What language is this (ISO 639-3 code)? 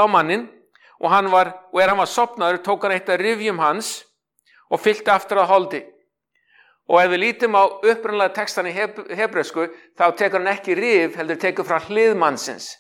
isl